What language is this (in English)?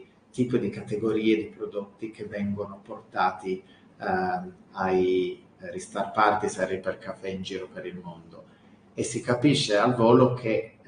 Italian